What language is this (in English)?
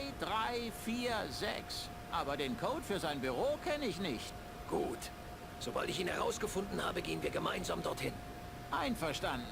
Bavarian